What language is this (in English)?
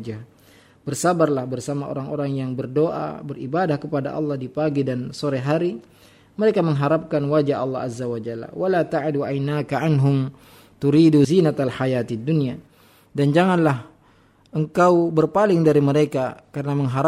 Indonesian